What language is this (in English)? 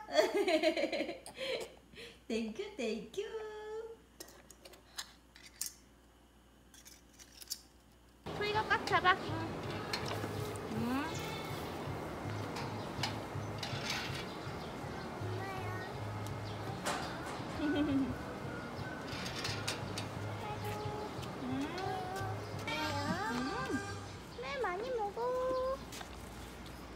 Korean